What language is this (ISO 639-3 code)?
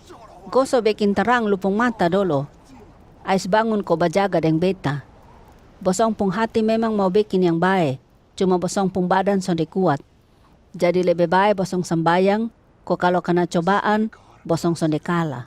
mkn